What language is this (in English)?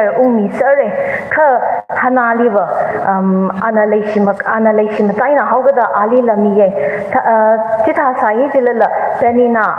Tangkhul Naga (India)